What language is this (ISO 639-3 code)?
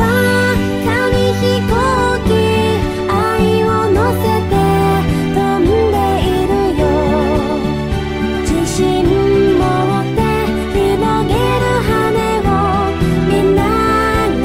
jpn